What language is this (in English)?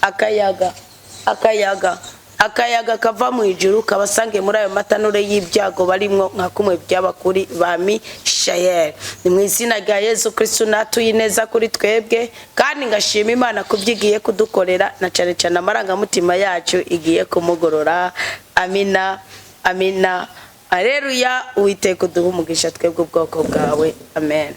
Rundi